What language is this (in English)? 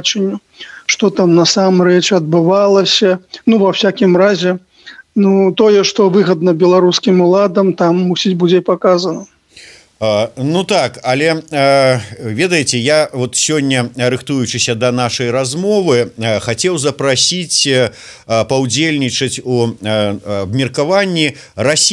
Belarusian